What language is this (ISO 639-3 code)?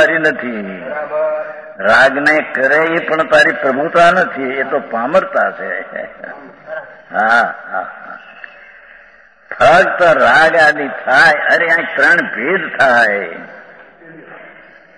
guj